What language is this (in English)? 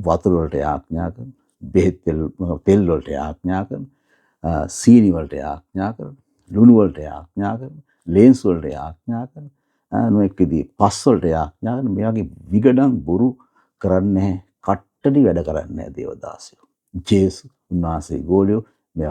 Sinhala